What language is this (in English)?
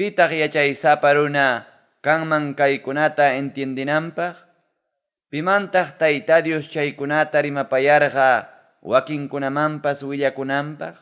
Ayacucho Quechua